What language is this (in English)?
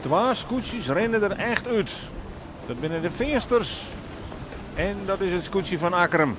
Western Frisian